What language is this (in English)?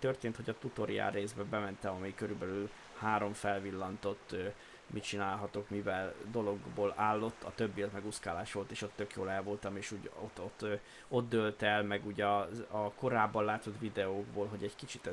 Hungarian